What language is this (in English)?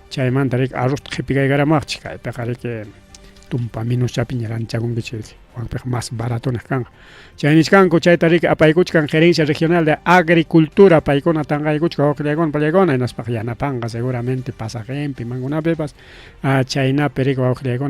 Ayacucho Quechua